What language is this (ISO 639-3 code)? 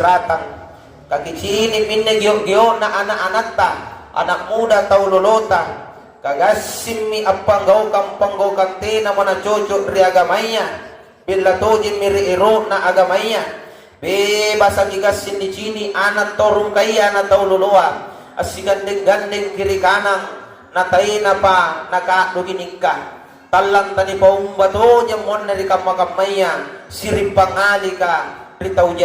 mak